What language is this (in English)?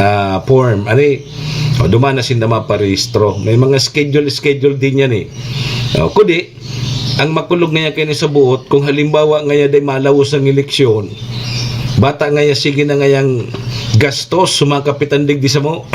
Bikol